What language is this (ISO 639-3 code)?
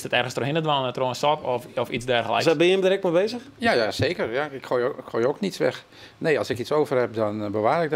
fry